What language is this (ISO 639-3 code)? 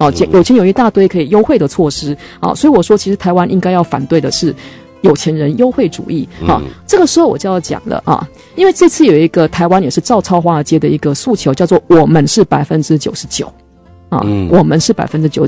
zho